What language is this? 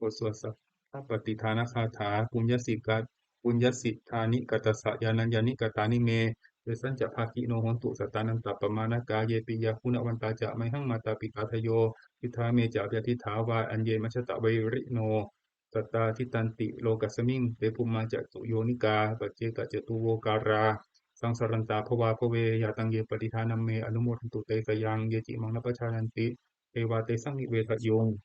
Pali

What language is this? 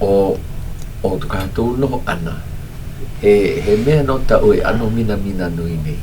Hawaiian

